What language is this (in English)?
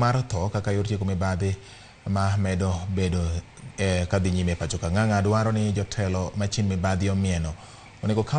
Luo (Kenya and Tanzania)